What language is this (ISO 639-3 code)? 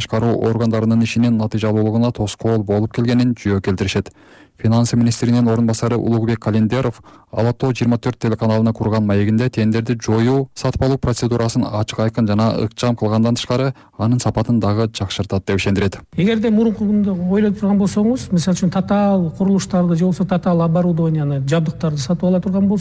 kir